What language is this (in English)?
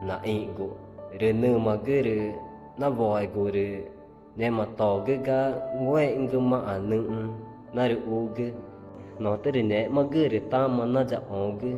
Ticuna